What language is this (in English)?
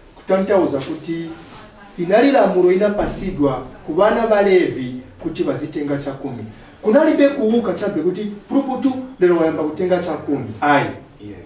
Nyanja